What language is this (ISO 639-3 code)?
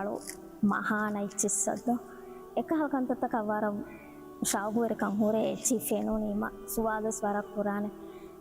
div